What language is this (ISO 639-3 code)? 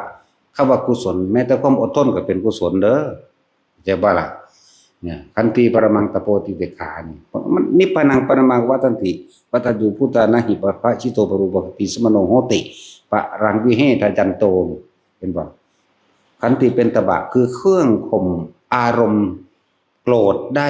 tts